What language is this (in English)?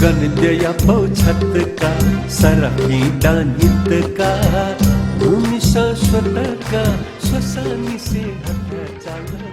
Newari